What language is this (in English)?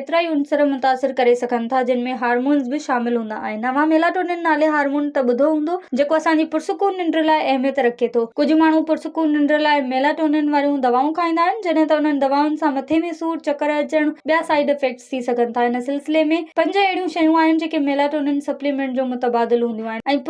Sindhi